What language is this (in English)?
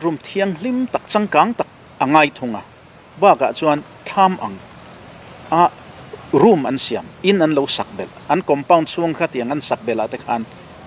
Mizo